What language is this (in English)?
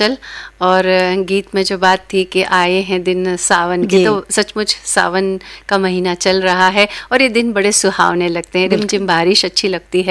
Hindi